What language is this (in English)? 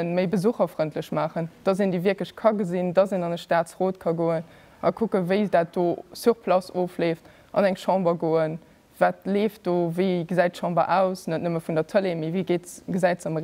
Luxembourgish